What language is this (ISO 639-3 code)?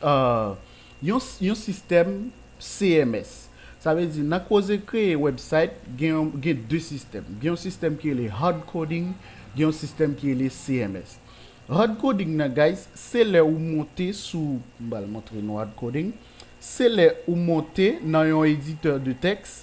hat